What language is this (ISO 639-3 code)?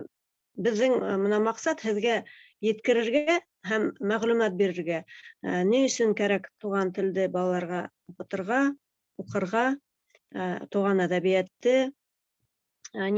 bak